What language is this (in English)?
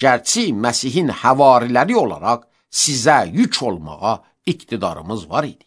Azerbaijani